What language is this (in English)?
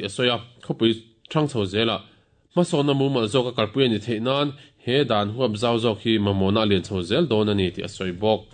Mizo